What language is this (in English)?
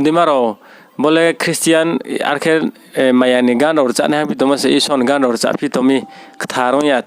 Riang (India)